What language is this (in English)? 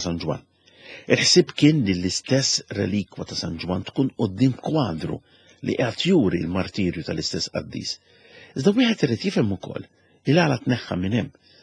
Maltese